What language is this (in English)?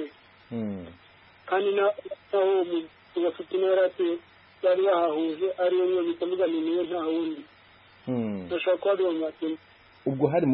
Kinyarwanda